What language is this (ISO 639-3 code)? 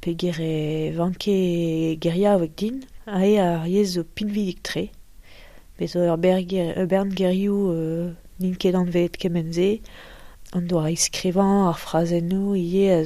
bre